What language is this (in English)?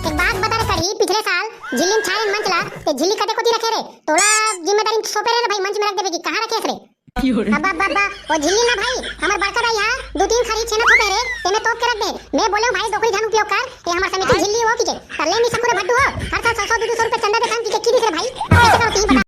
Chhattisgarhi